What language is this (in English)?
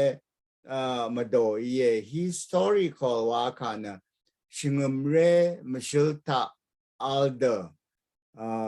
Rawang